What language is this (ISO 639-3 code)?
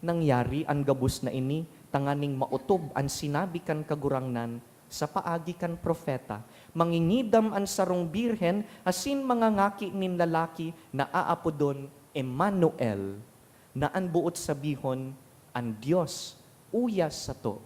bik